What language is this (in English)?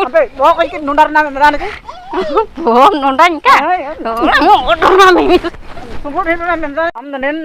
Ho